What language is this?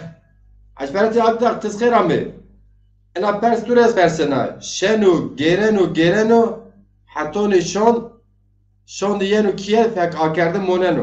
Zaza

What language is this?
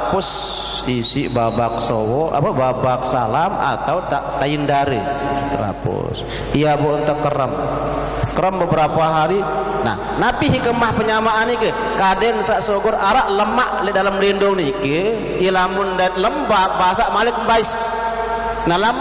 Sasak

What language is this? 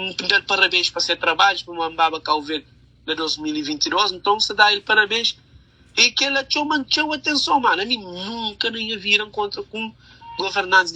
Kabuverdianu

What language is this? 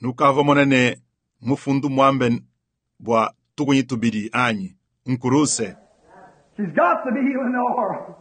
Luba-Lulua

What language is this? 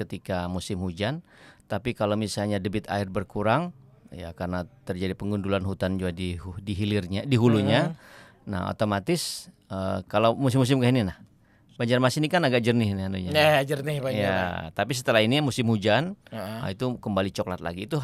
Banjar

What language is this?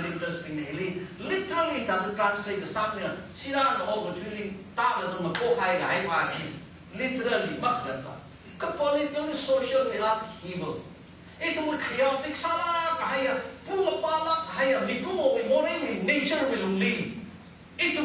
Tangkhul Naga (India)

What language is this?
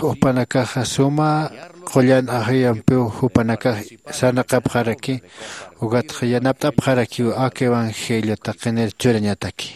Aymara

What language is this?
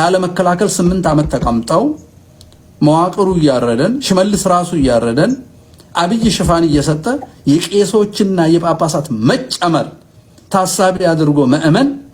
Amharic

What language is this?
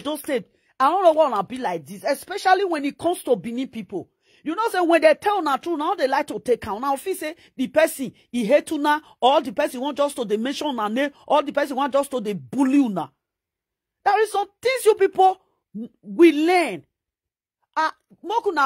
Nigerian Pidgin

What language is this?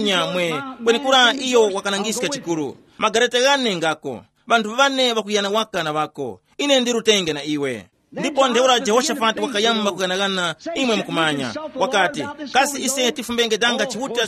Tumbuka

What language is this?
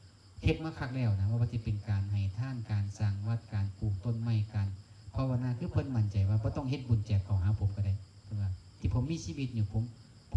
Northeastern Thai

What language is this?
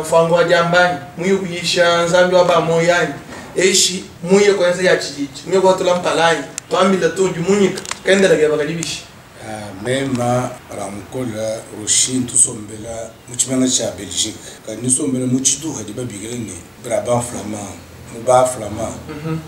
Luba-Lulua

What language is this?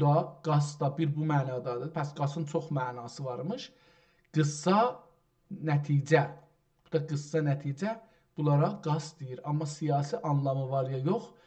South Azerbaijani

